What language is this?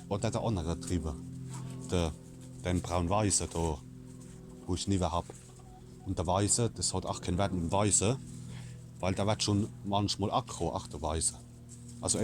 Palatine German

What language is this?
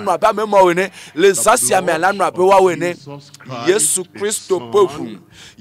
Ewe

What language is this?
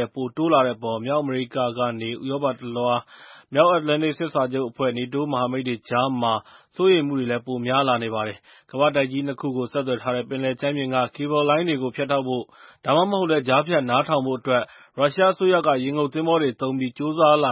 Burmese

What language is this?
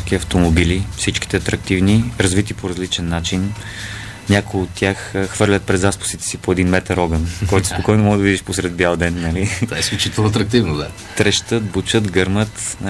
Bulgarian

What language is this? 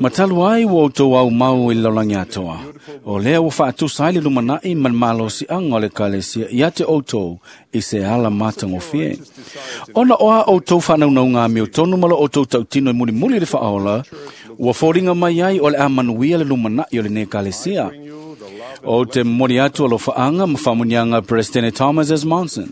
Samoan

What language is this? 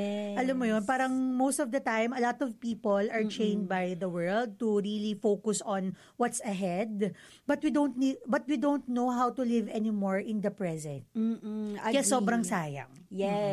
Filipino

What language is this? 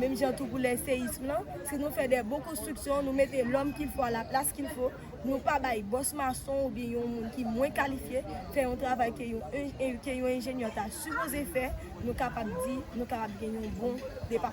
Haitian Creole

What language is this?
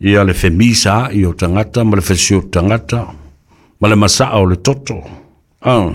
Samoan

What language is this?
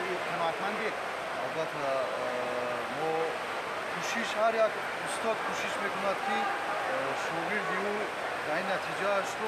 Tajik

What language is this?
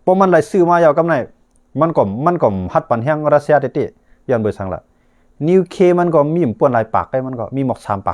Shan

